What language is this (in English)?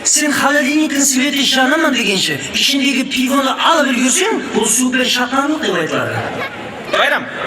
Kara-Kalpak